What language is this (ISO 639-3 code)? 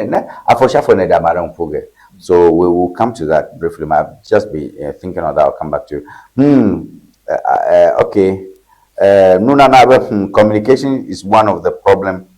ewe